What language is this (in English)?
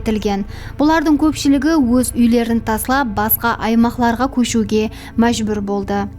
Kara-Kalpak